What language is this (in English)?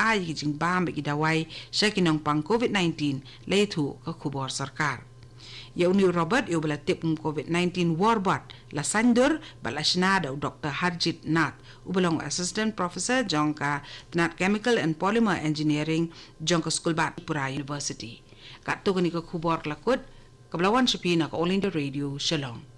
Khasi